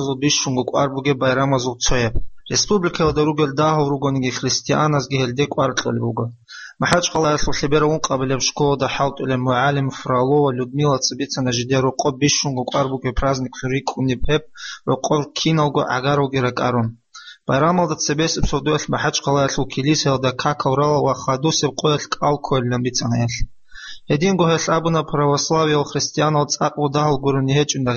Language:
Avaric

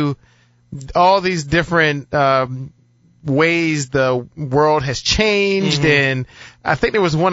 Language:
English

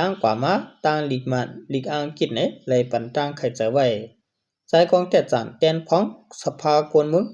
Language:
Shan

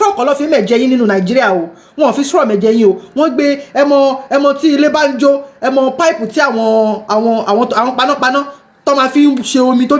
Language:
Yoruba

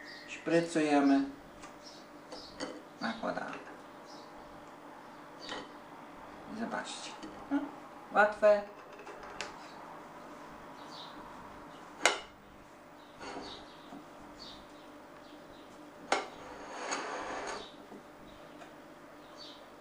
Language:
Polish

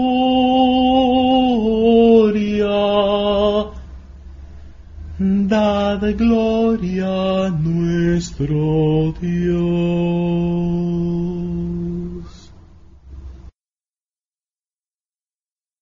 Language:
Spanish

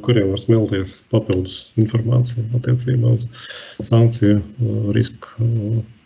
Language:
Latvian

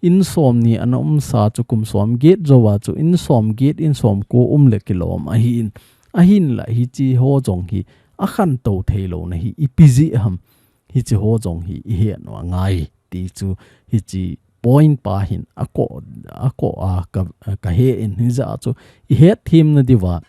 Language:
Thado Chin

